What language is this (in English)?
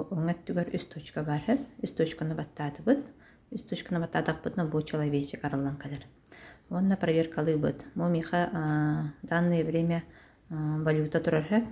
Yakut